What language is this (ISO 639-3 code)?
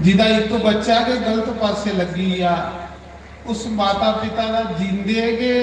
doi